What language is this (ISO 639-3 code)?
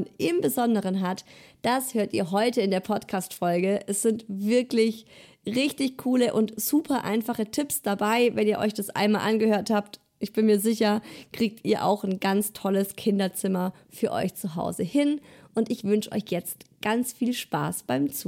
deu